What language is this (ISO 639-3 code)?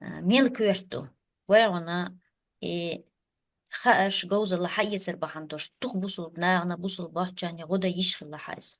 che